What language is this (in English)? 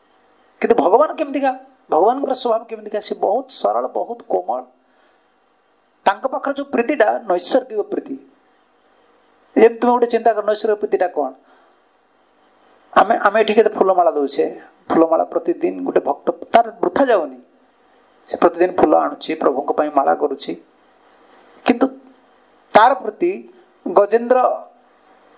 Odia